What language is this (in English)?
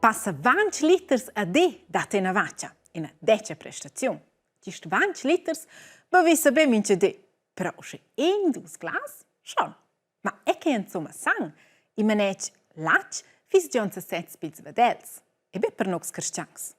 Romansh